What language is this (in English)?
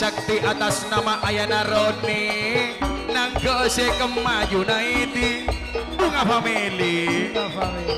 Madurese